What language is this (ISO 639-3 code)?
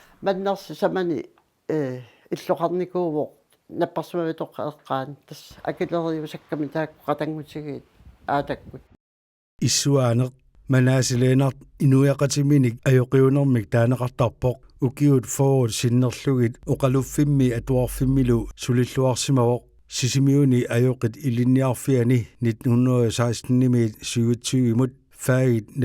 kal